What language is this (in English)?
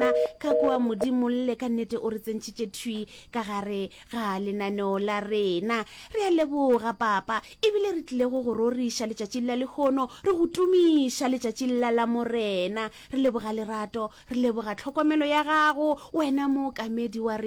Northern Sotho